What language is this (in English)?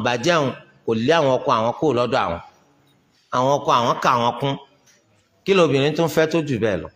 Yoruba